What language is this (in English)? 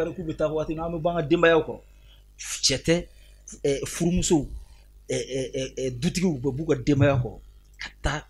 Bambara